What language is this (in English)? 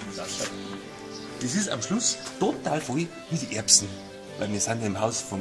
Bavarian